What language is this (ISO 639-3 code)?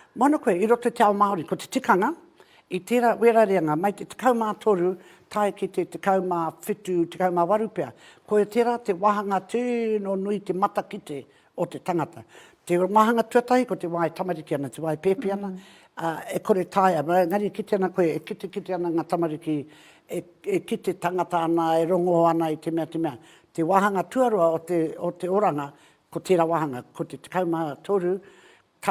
mri